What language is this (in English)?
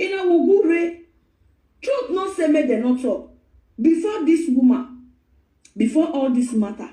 Nigerian Pidgin